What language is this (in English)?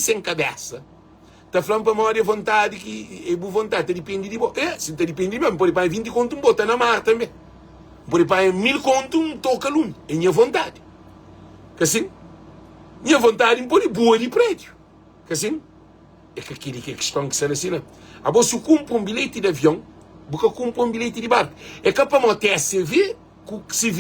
Kabuverdianu